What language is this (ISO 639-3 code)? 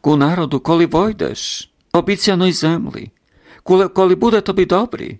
rue